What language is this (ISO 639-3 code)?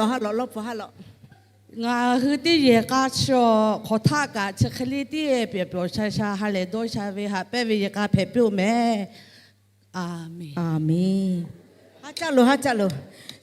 lhu